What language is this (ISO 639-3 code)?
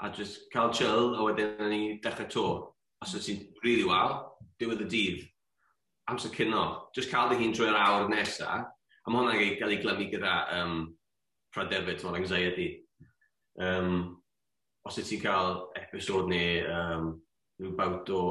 cym